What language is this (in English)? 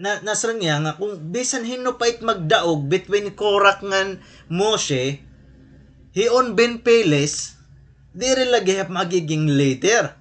Waray